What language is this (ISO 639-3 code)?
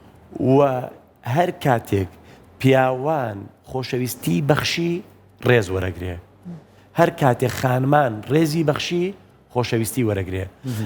ckb